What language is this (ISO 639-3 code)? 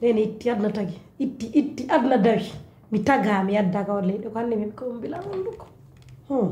fuf